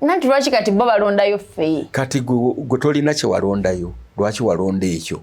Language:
Ganda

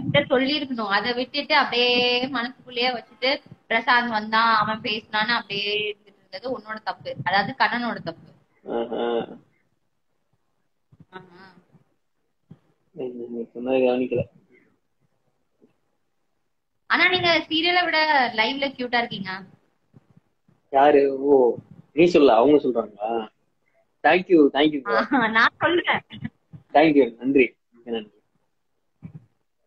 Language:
Tamil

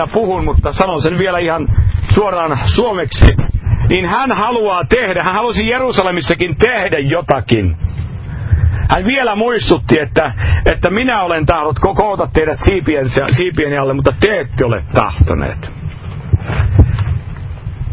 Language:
Finnish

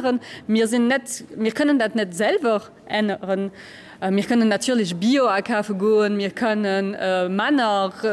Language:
Luxembourgish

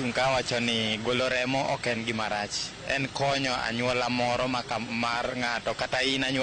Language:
Luo (Kenya and Tanzania)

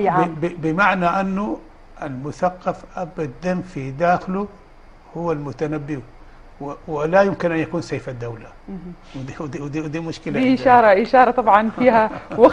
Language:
Sudanese Arabic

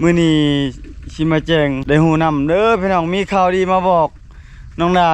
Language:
Lao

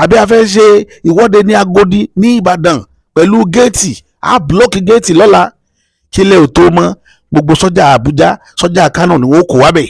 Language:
Yoruba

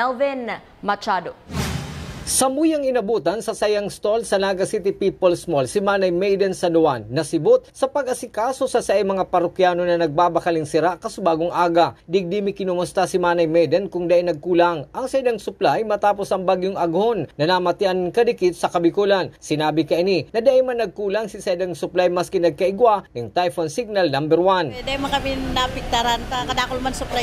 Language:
Bikol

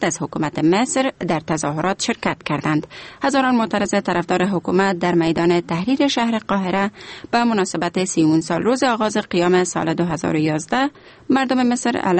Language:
Persian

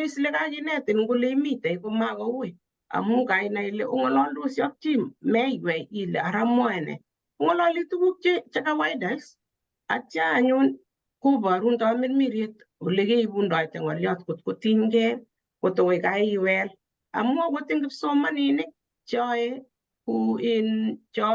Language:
Kalenjin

